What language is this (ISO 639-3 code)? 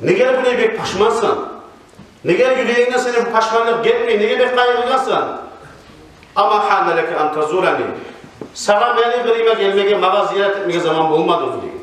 kum